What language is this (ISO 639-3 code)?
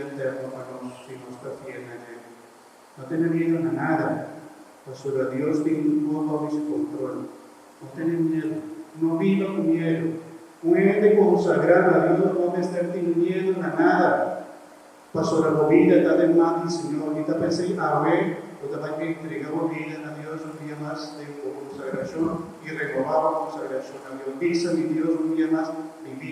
pap